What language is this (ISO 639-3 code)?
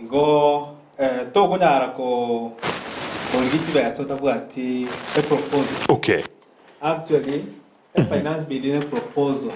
guz